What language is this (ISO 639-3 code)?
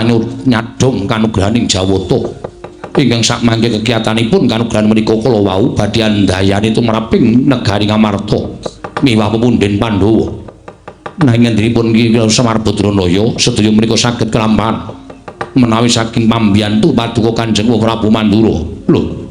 jav